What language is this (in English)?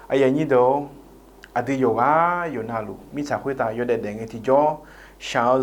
Akha